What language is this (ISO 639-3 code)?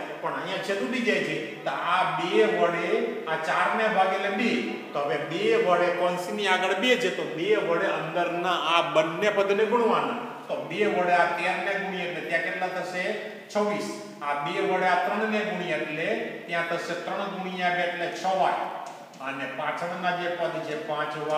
guj